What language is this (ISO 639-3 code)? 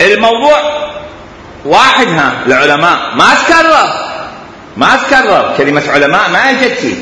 acm